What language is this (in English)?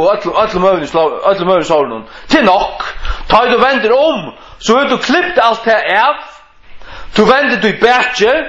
Faroese